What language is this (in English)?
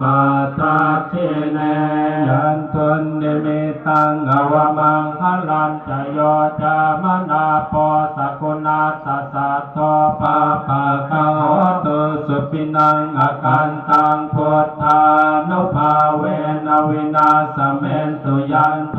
Pali